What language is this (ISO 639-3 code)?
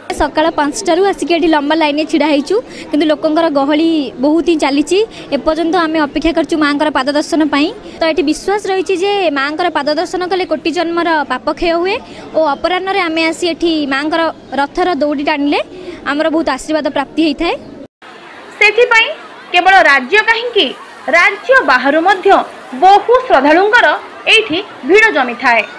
ori